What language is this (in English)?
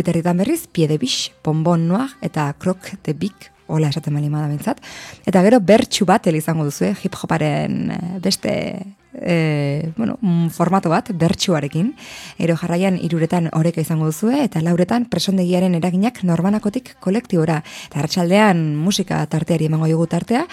Basque